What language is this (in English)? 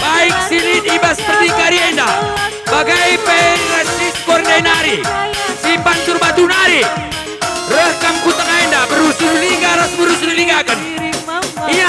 Batak Karo